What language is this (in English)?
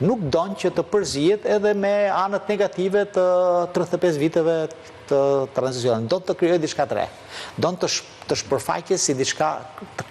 Albanian